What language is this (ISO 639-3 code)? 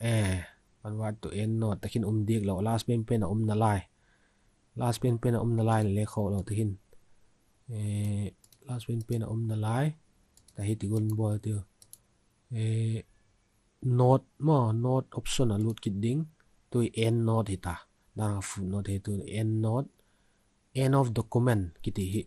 vap